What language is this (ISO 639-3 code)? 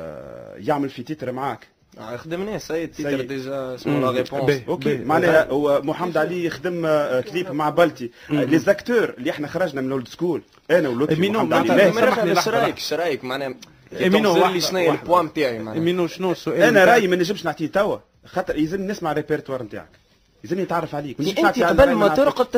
aeb